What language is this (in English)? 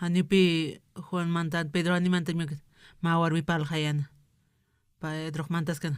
Aymara